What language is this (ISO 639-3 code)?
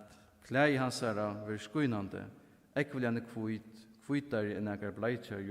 fao